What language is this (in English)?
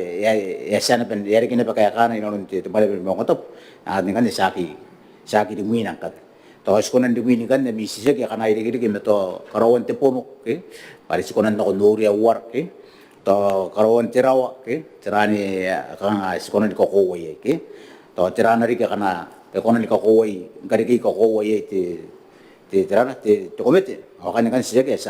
Gilbertese